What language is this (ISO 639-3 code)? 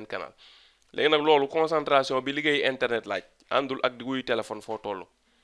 wol